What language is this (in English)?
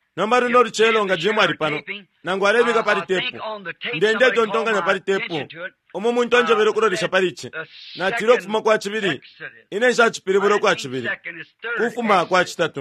Bemba